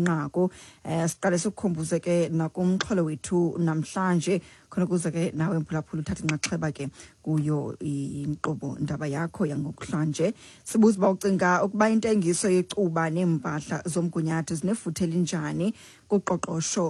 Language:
Xhosa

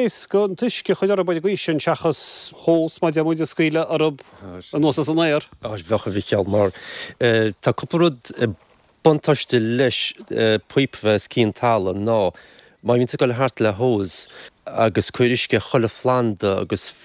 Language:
Irish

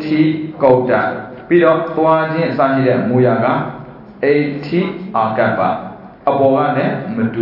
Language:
Burmese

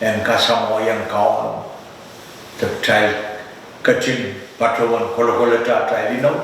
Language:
Pohnpeian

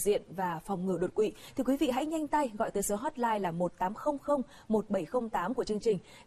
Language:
Vietnamese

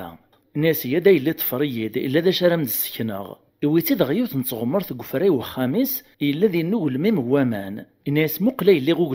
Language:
Kabyle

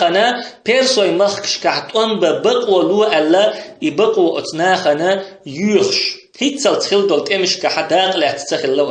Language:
Chechen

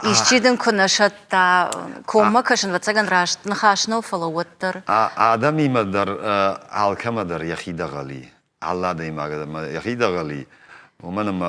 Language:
Ossetic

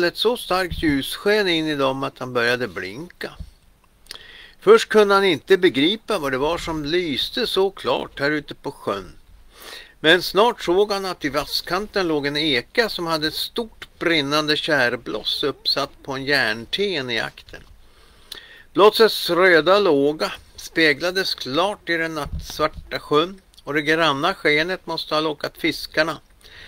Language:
Swedish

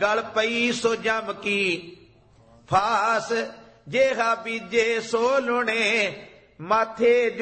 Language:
Punjabi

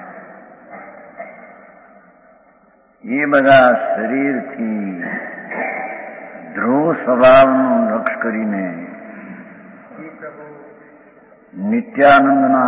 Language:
Gujarati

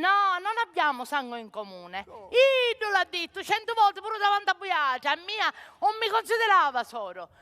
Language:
Sicilian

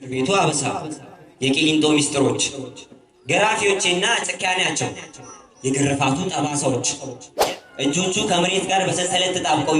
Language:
Amharic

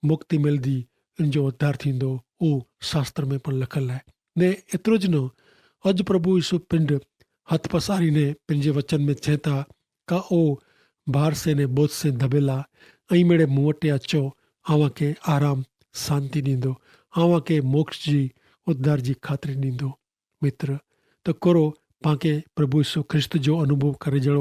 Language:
Kachhi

